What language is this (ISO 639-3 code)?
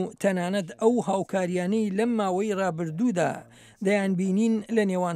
ckb